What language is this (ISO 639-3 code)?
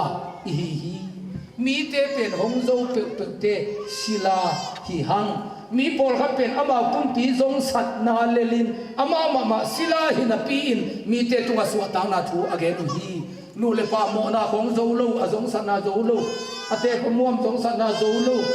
ctd